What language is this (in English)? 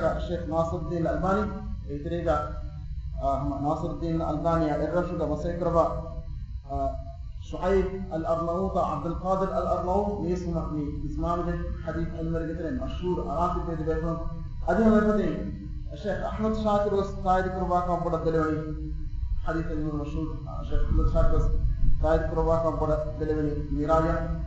Divehi